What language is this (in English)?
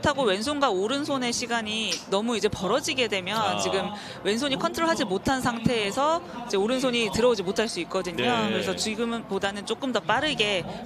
Korean